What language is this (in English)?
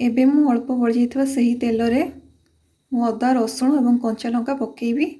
Odia